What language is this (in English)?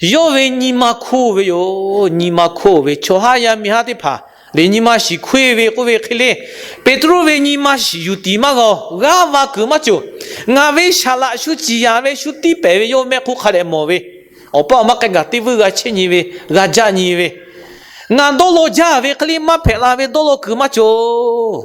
Lahu